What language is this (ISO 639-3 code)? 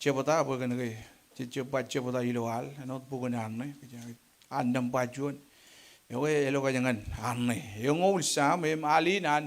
mah